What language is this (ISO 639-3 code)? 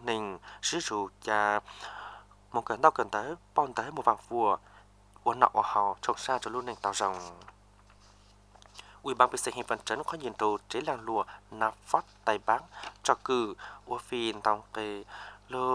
vie